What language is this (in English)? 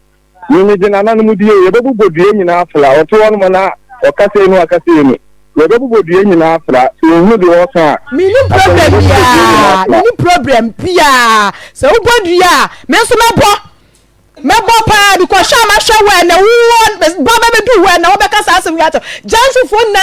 Akan